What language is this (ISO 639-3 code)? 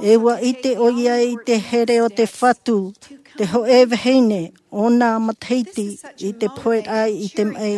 tah